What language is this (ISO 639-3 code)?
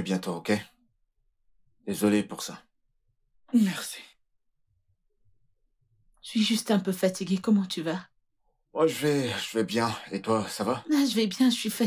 fra